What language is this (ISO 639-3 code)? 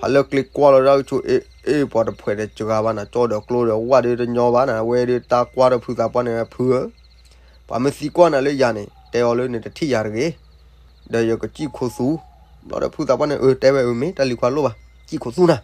ksw